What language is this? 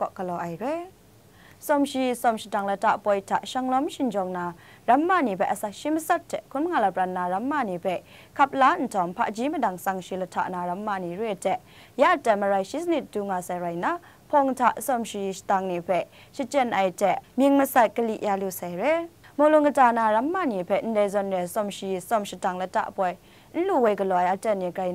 Kachin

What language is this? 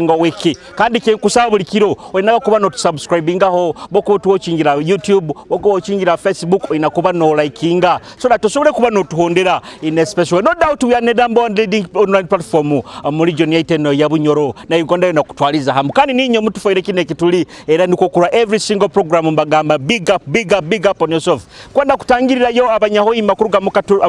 Nyoro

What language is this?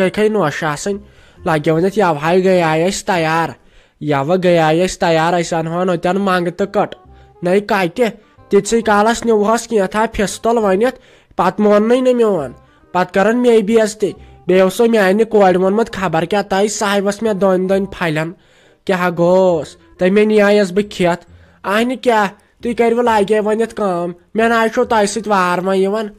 Kashmiri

